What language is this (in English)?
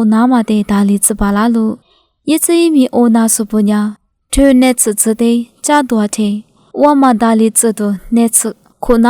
Lisu